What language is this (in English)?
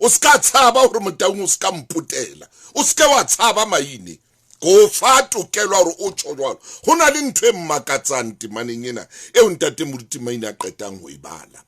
Southern Sotho